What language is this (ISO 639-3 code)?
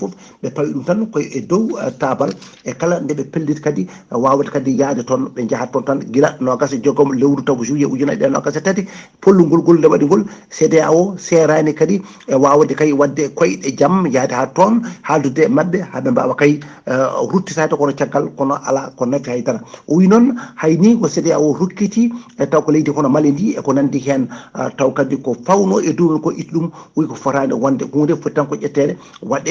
ful